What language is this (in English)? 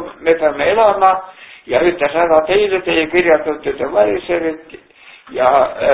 Estonian